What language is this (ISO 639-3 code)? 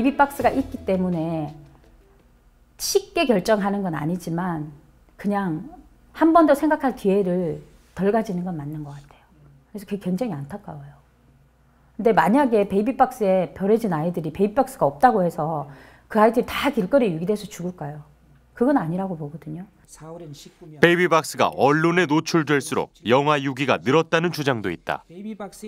kor